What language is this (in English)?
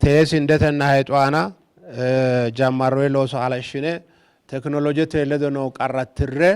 Sidamo